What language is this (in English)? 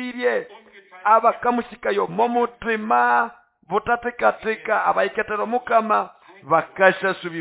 Nande